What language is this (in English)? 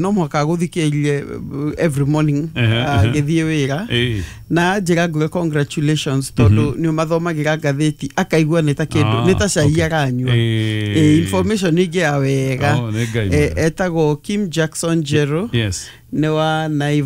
Kikuyu